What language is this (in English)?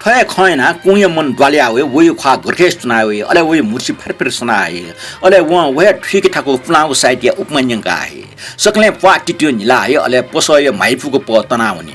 Newari